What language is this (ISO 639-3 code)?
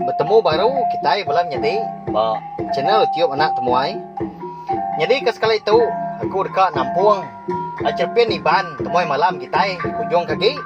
iba